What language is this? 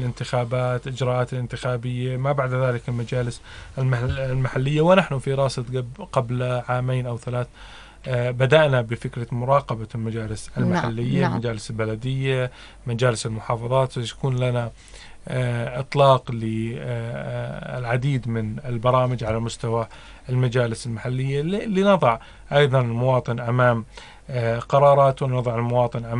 North Levantine Arabic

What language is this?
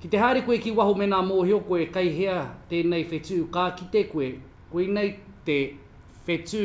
Māori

